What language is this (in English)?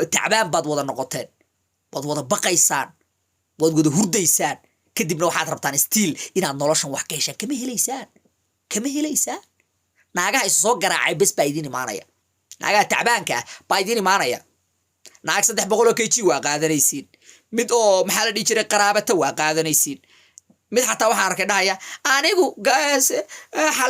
Somali